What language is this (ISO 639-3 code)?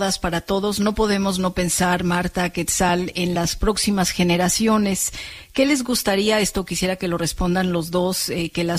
spa